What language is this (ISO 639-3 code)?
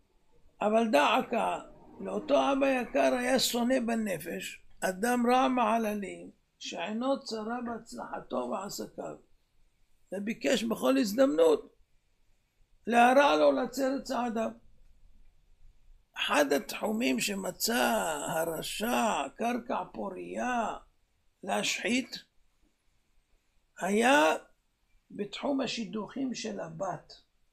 heb